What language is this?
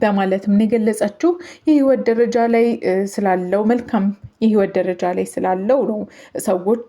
Amharic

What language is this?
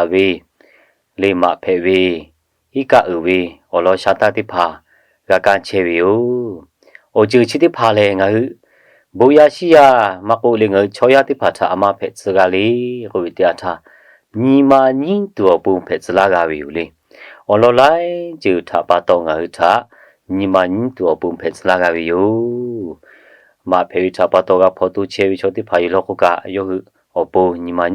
Lahu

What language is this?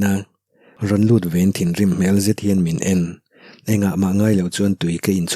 Mizo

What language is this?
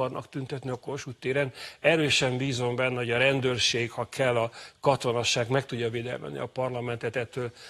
Hungarian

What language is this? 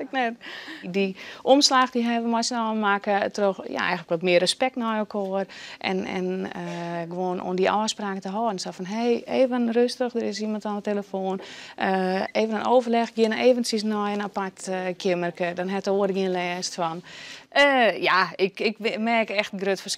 Western Frisian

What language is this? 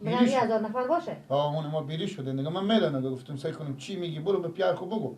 Persian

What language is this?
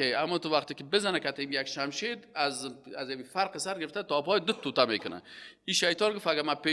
Persian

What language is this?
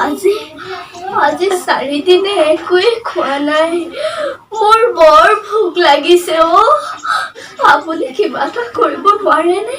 Assamese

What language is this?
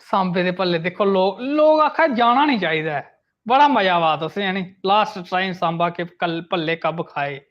Dogri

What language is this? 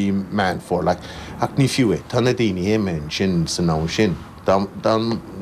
Irish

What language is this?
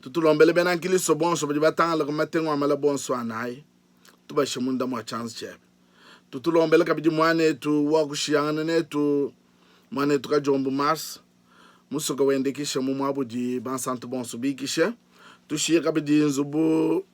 Luba-Lulua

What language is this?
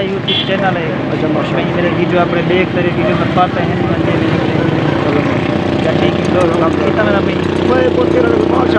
Saraiki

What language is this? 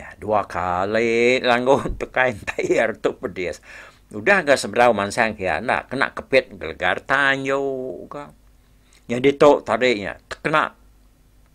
Iban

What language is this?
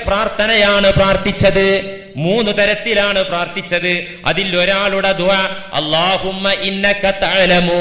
Malayalam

